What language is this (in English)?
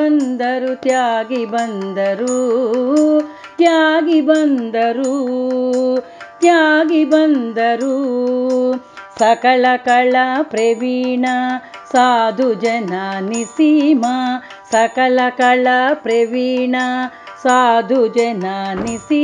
Kannada